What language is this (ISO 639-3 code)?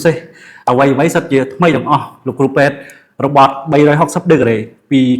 khm